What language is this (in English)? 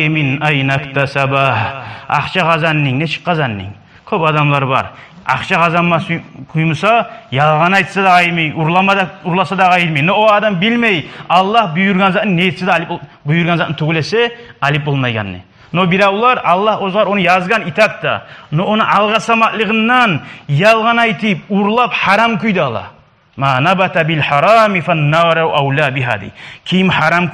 Kumyk